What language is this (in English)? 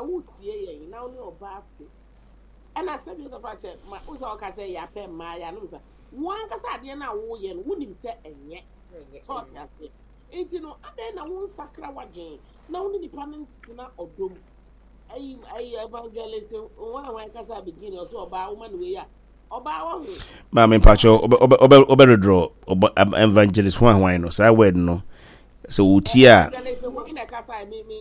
Akan